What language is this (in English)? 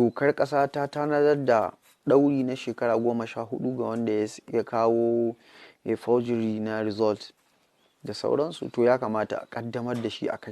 Hausa